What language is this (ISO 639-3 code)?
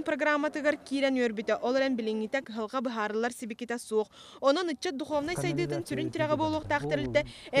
sah